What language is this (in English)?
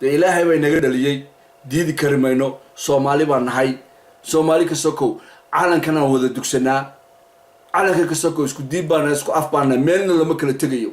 Somali